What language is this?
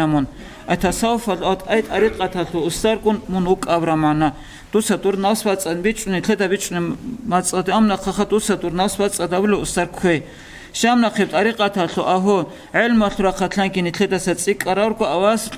Avaric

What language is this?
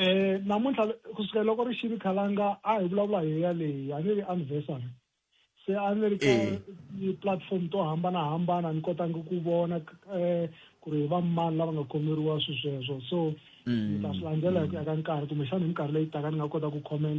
Tsonga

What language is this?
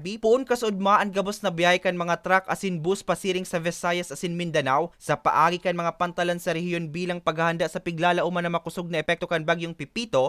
Bikol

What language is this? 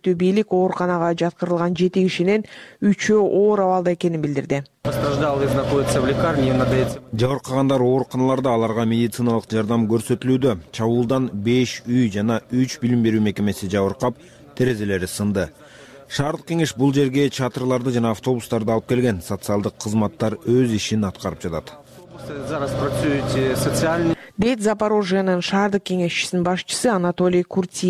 Kyrgyz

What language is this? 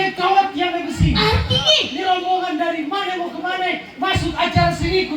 Betawi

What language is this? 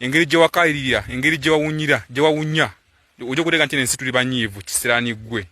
Ganda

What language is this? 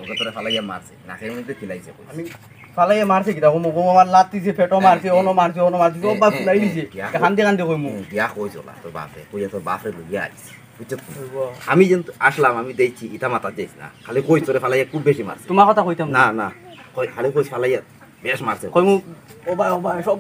Sylheti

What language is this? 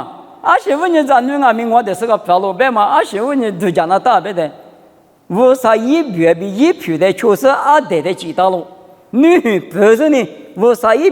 Lisu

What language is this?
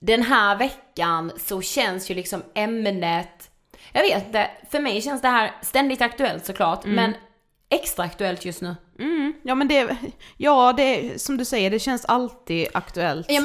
Swedish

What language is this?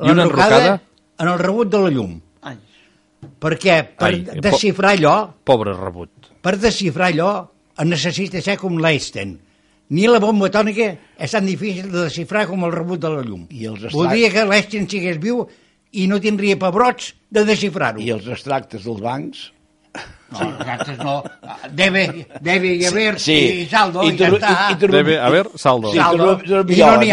Catalan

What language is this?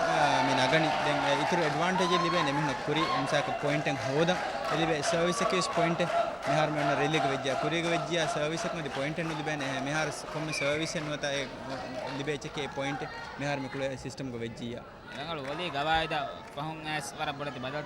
Divehi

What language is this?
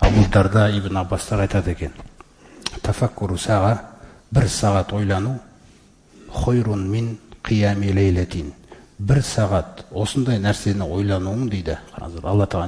Kazakh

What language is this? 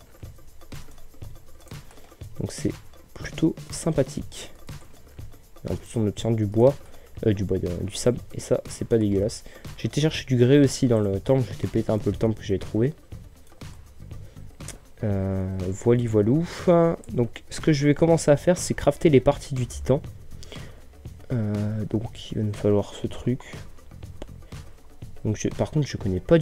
French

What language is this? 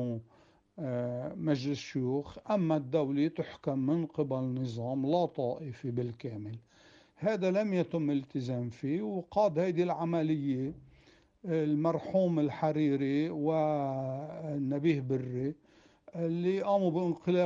North Levantine Arabic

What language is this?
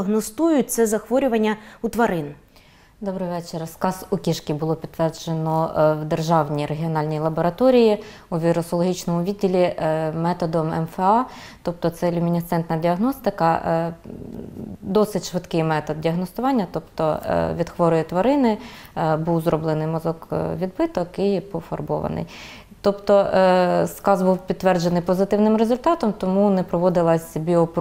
Ukrainian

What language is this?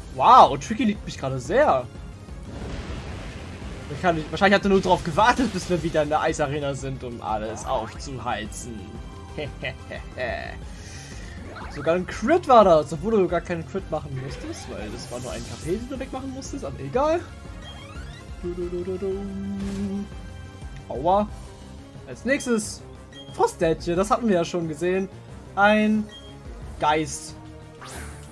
German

